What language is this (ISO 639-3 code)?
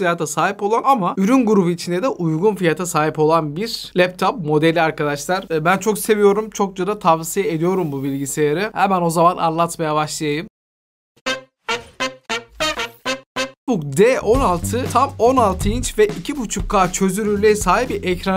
tur